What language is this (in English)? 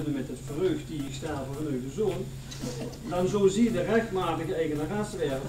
Limburgish